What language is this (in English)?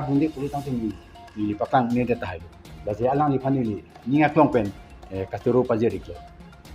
Karbi